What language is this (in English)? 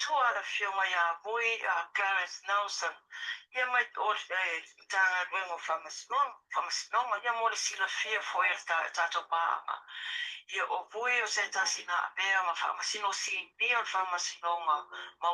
Samoan